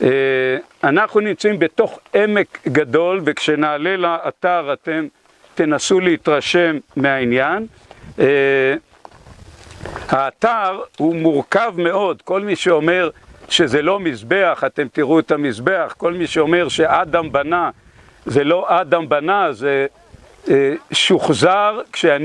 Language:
Hebrew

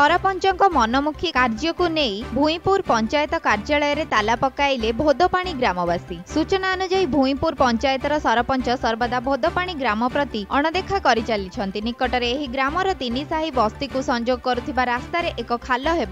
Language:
Odia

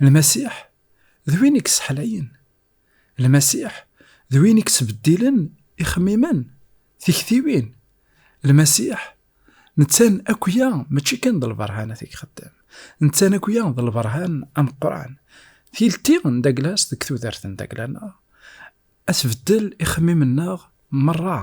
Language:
Kabyle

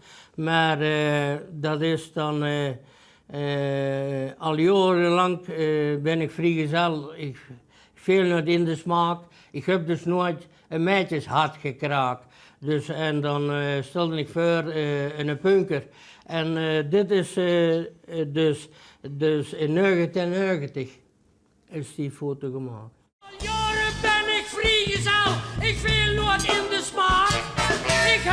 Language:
Limburgish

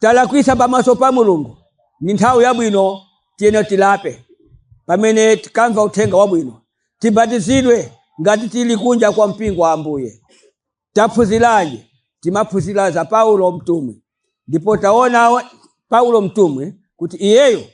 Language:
Nyanja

